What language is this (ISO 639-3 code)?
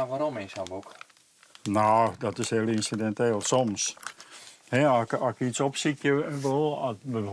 fry